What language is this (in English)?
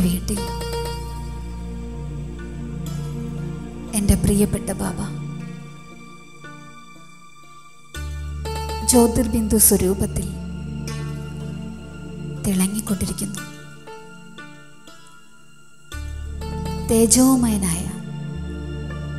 Malayalam